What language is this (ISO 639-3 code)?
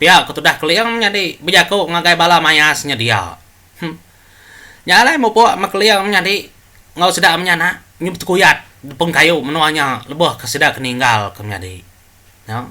iba